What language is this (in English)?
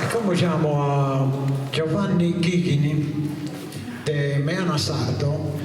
Sardinian